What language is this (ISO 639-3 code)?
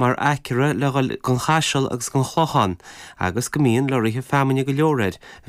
gle